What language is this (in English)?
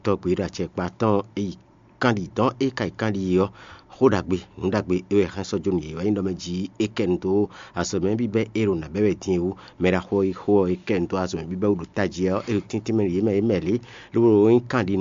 Fon